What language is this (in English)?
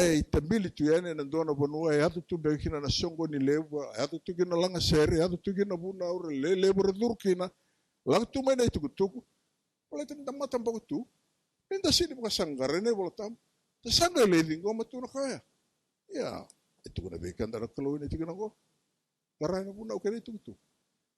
Fijian